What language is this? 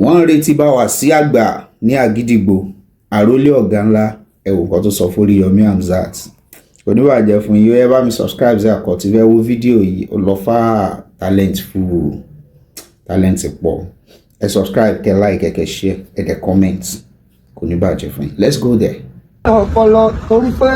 Yoruba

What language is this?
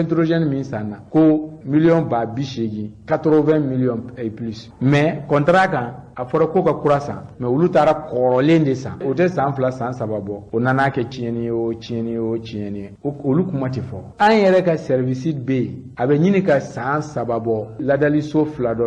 Bambara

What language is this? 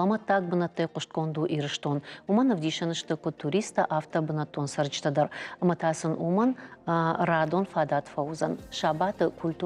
Ossetic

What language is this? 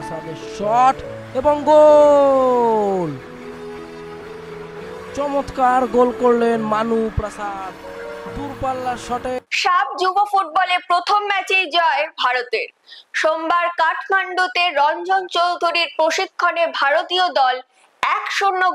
Bangla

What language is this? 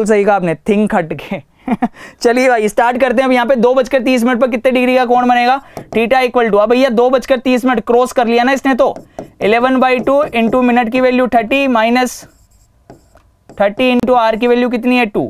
Hindi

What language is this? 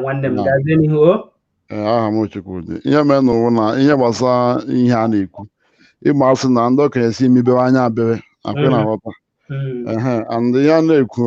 Igbo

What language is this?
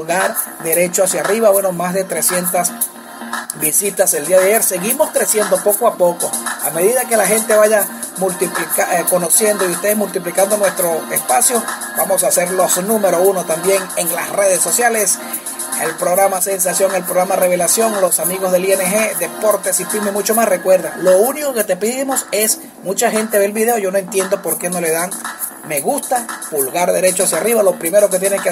Spanish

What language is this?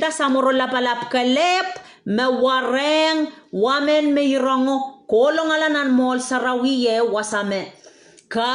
Pohnpeian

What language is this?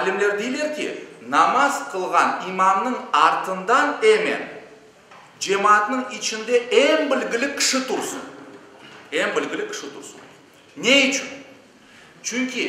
Crimean Tatar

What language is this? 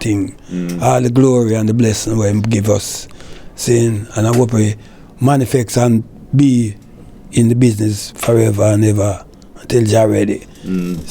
Jamaican Creole English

